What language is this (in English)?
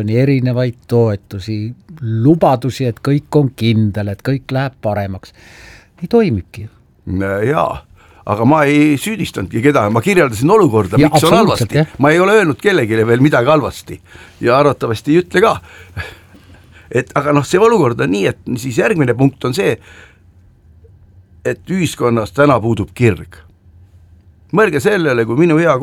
Estonian